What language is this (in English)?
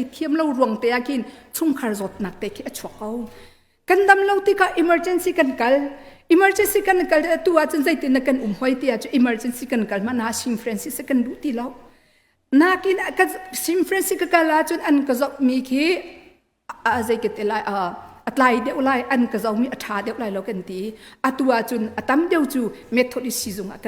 Hakha Chin